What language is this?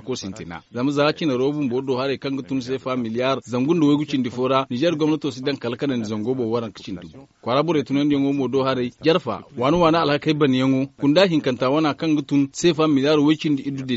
Zarma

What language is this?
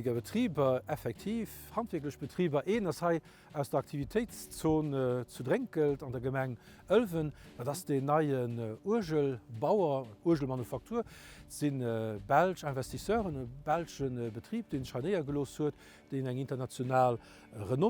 Luxembourgish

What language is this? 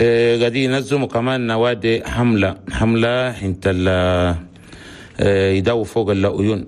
Chadian Arabic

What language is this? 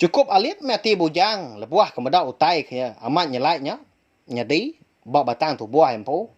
Iban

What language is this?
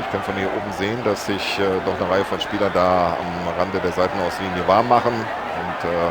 Bavarian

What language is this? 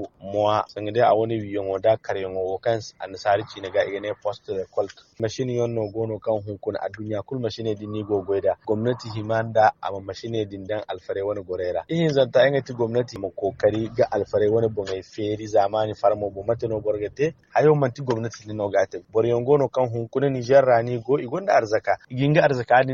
Zarma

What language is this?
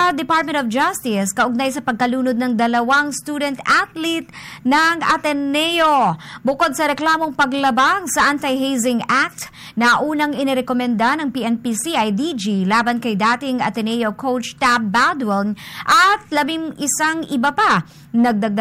Filipino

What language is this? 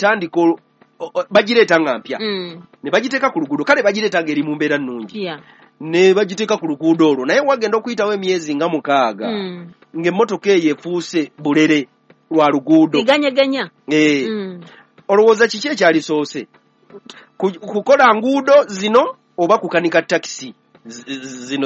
Ganda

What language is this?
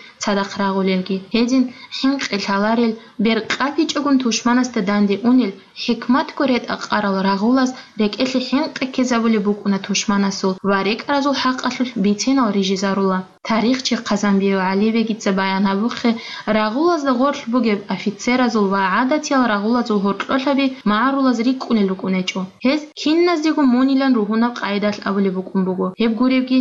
Avaric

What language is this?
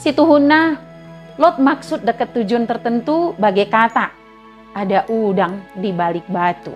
Batak Dairi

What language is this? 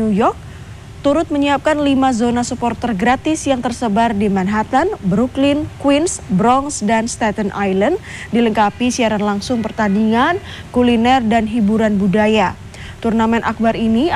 Indonesian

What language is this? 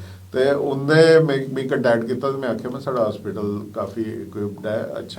Dogri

